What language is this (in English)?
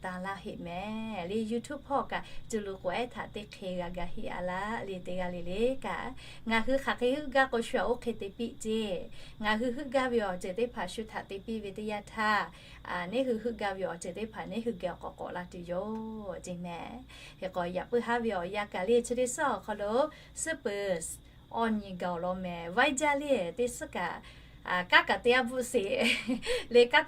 Lahu